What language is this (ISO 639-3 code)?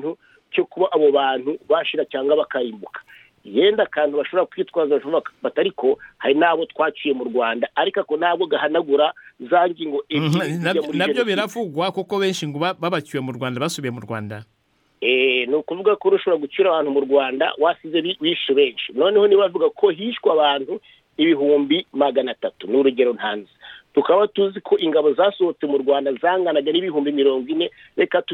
kin